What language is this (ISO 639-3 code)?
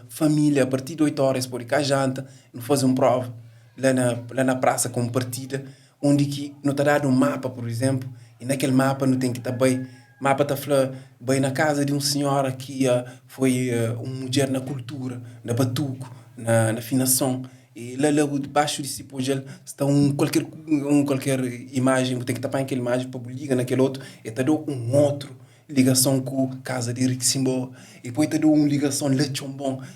kea